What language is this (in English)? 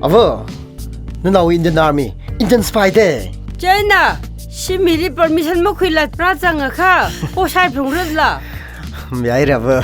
Tangkhul Naga (India)